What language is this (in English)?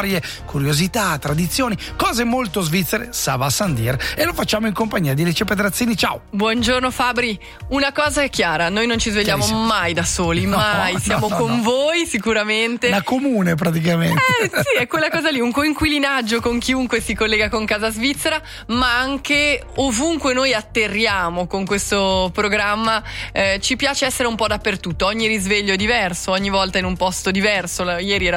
Italian